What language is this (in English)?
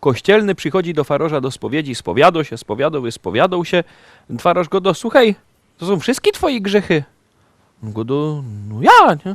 Silesian